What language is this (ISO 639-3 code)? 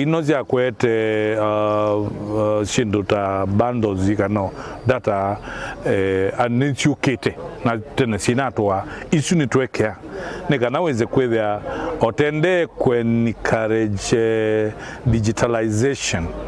kam